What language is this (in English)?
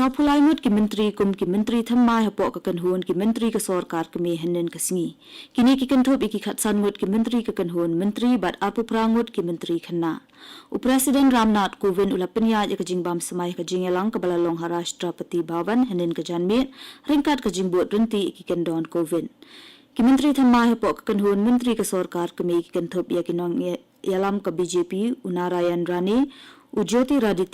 Khasi